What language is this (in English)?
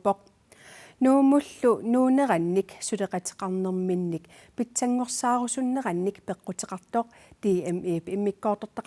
Kalaallisut